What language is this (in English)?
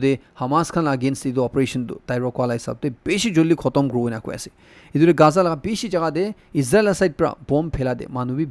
Naga Pidgin